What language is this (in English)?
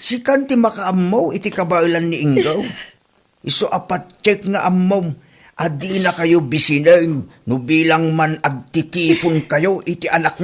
Iloko